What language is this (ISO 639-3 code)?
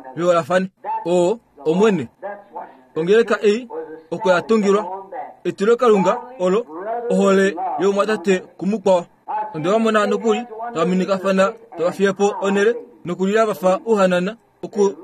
kua